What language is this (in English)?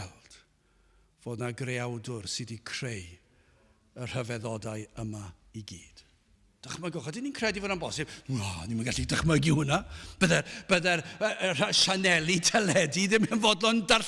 Welsh